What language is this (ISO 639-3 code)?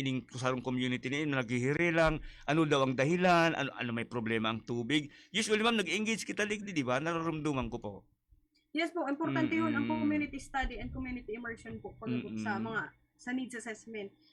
bik